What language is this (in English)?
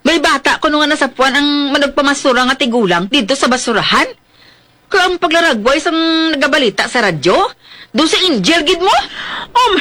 Hiligaynon